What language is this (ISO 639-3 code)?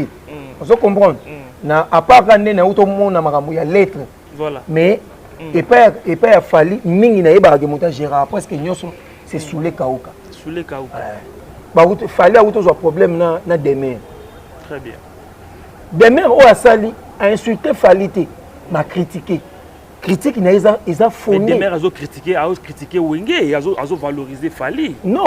lin